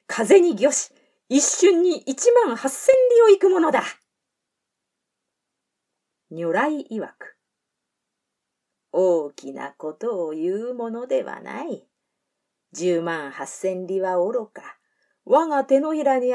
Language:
Japanese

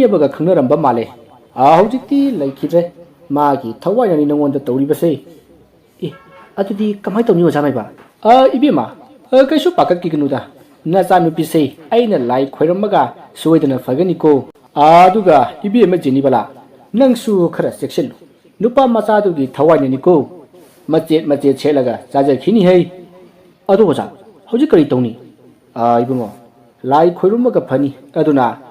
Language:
Manipuri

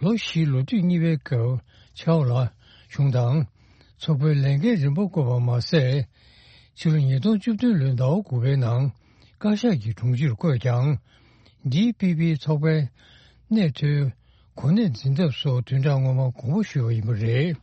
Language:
Tibetan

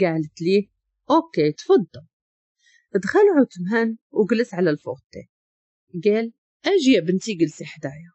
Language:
Moroccan Arabic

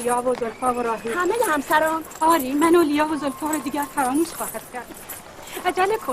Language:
Tajik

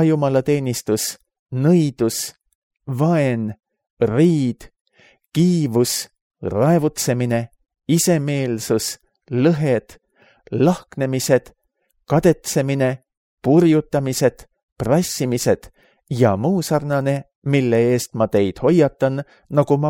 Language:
Estonian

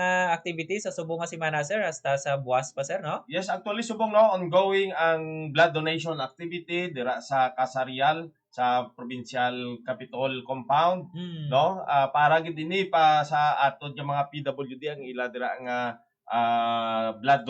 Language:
Hiligaynon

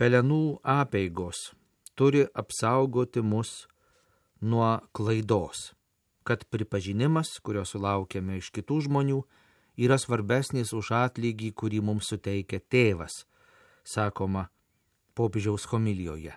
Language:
Lithuanian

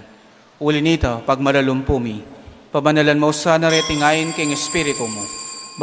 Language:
Pampanga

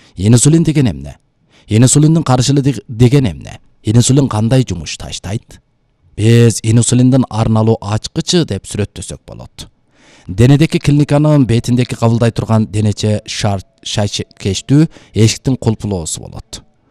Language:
Kyrgyz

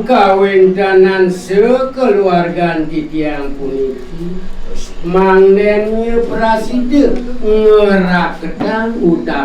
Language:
Balinese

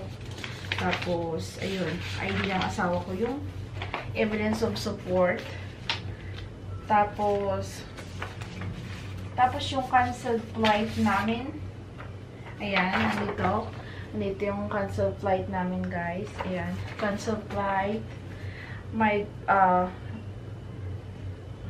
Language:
Filipino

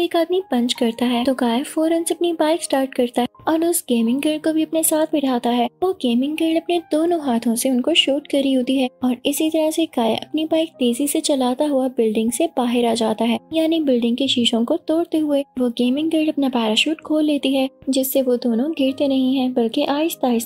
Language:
Hindi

